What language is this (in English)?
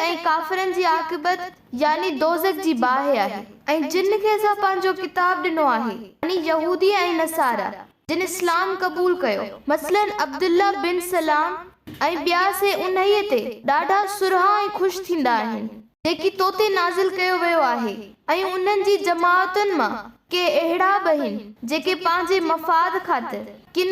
Sindhi